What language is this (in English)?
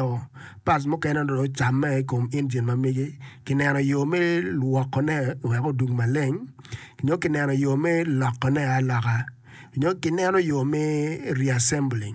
Acoli